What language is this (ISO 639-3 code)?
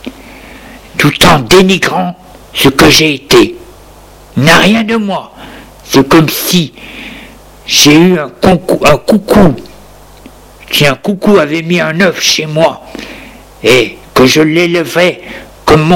fra